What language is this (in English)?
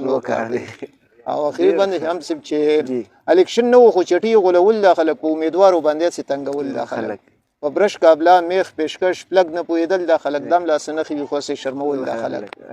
Pashto